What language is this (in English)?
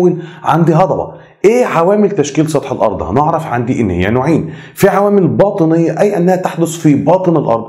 Egyptian Arabic